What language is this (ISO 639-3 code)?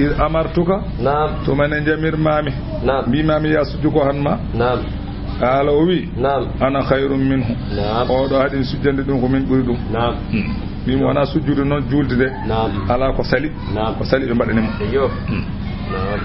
ful